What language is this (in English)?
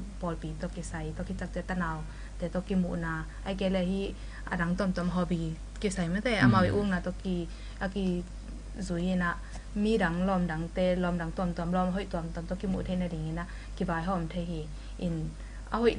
Tedim Chin